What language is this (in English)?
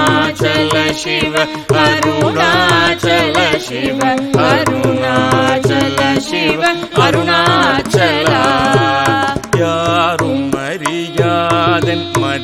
Tamil